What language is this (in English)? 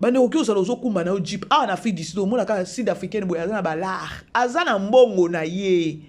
Lingala